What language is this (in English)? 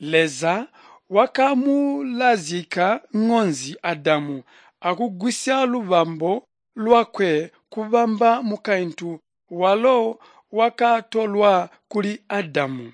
Tonga (Zambia)